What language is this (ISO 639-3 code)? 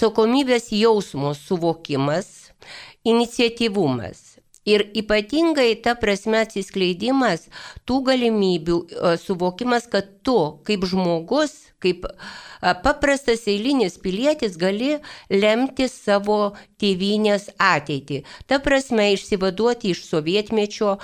lit